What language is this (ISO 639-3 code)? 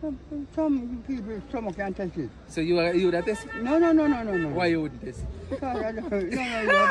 jam